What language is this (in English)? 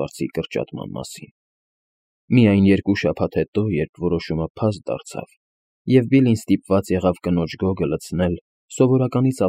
Armenian